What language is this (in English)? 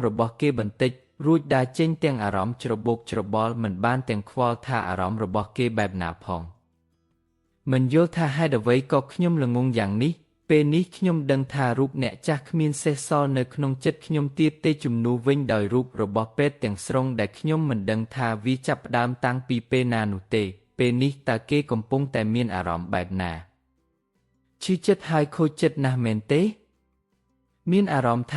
Khmer